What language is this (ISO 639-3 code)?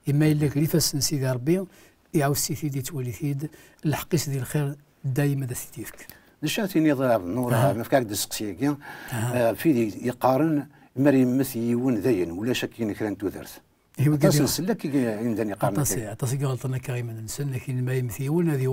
kab